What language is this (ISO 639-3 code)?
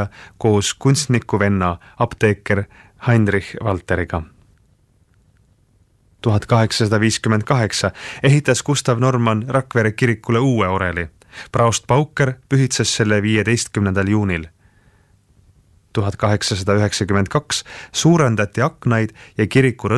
est